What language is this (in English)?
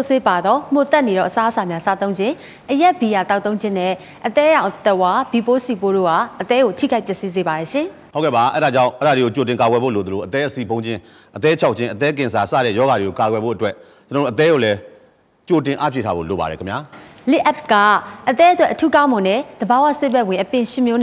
Burmese